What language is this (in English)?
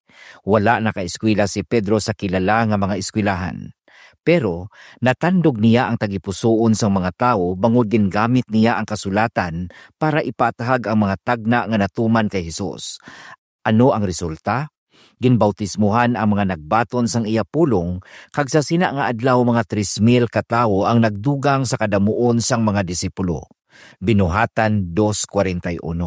Hiligaynon